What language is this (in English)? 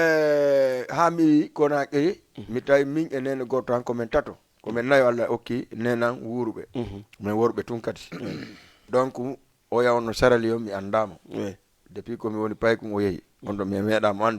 Fula